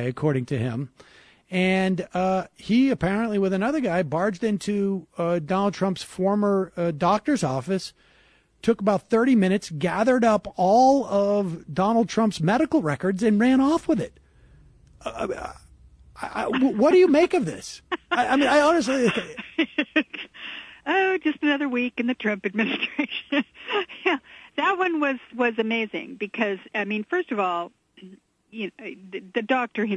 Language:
English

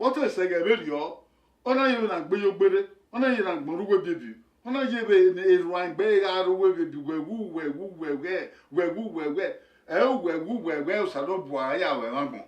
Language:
Bini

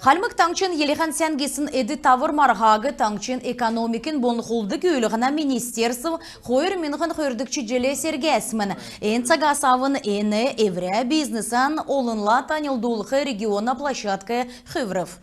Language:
Kalmyk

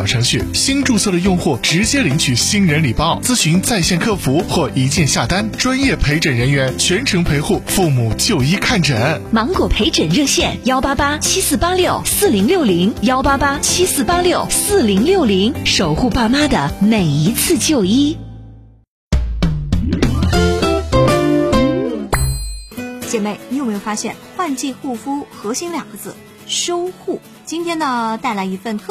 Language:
Chinese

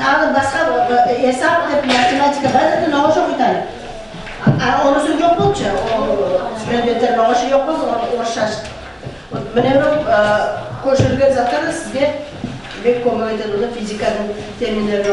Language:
Nogai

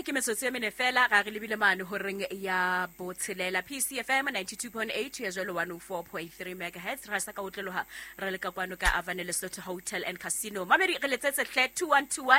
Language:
Southern Sotho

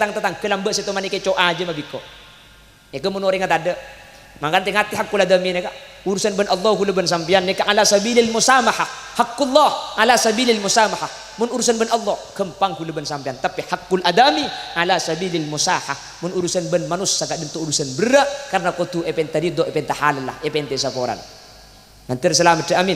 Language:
Madurese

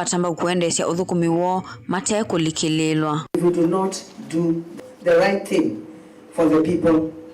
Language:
Kamba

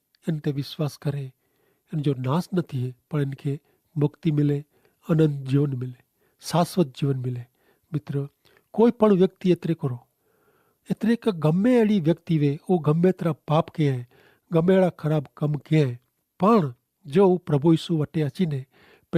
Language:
Kachhi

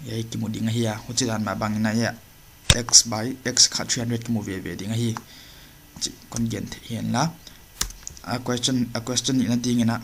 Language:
Paite Chin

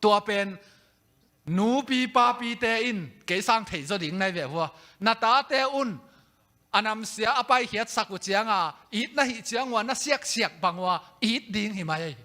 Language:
Tedim Chin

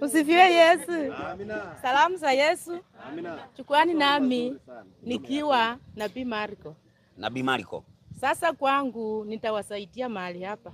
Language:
Swahili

